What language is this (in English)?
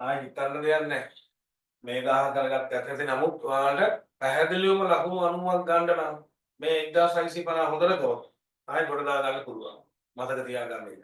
Sinhala